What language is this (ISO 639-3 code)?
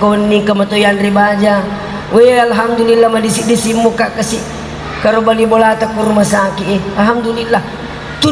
bug